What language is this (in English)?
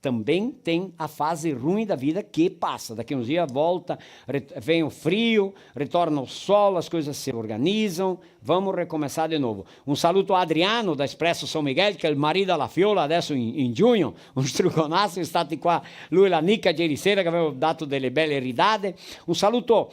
Venetian